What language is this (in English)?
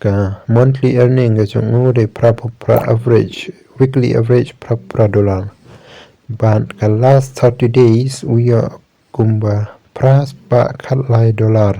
Khasi